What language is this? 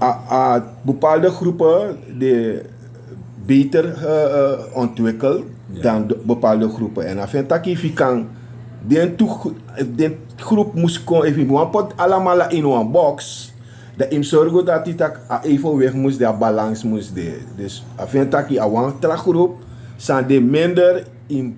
Sranan Tongo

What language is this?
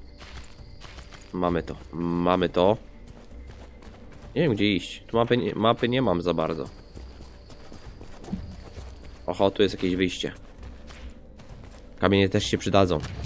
Polish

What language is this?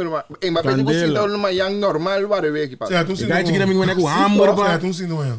Papiamento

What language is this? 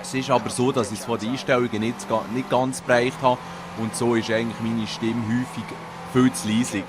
Swiss German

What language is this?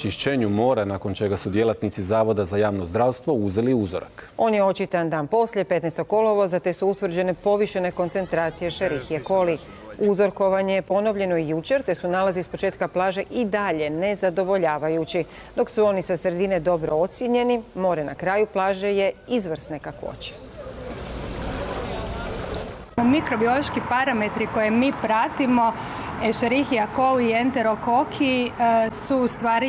Croatian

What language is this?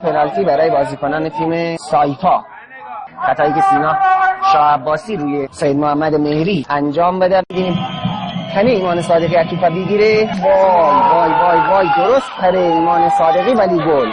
Gilaki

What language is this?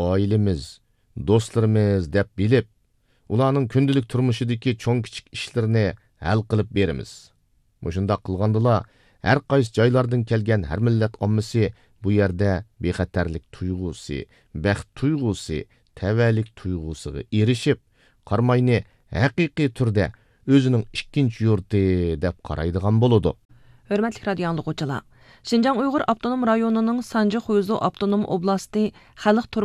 Uyghur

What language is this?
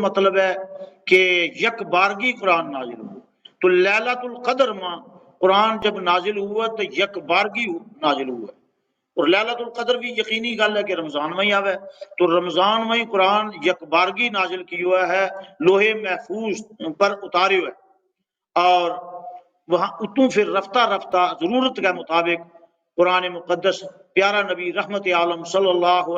Gujari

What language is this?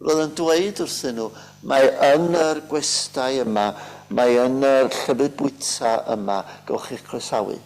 Welsh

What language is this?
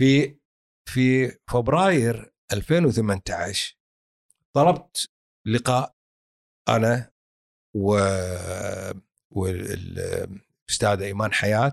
Gulf Arabic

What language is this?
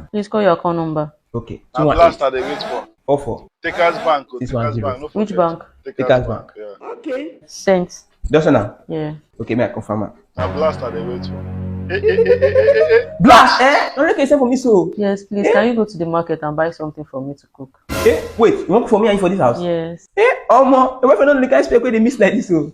Nigerian Pidgin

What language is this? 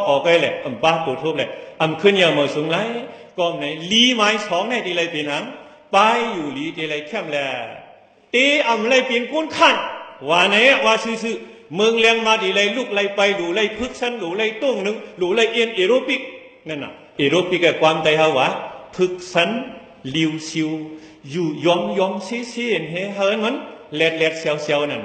Shan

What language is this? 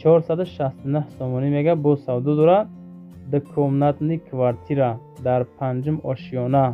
Tajik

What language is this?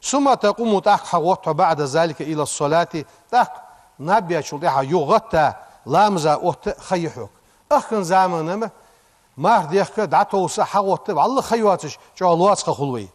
Ingush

